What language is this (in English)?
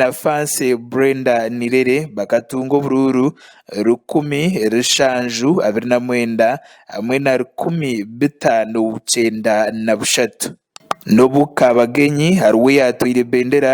Nyankole